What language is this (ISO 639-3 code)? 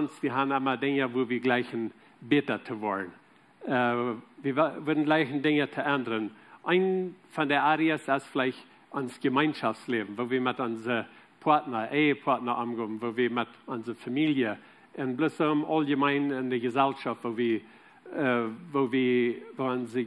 pdt